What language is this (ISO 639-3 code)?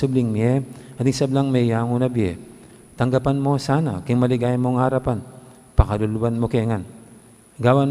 pam